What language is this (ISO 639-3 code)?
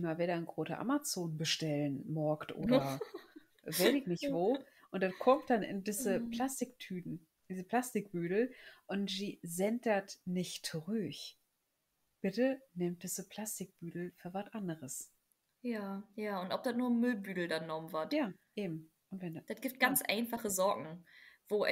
nds